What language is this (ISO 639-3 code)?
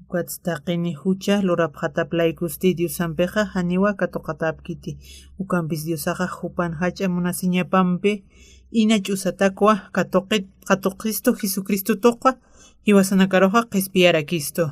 aym